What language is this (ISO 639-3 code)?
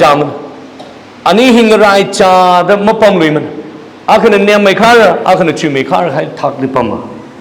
nmf